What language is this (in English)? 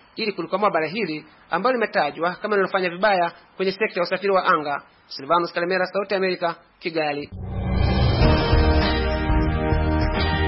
Swahili